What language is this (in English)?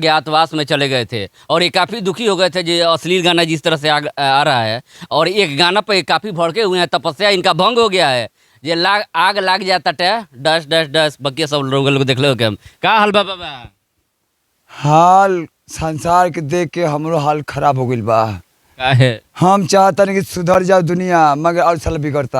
Bhojpuri